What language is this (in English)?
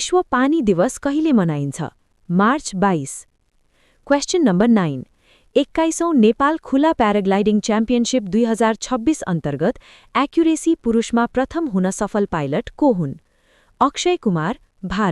Nepali